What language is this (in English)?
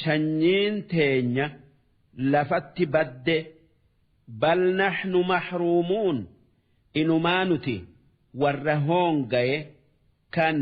Oromo